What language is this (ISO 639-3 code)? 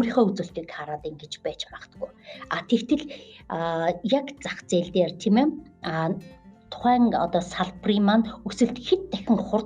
mon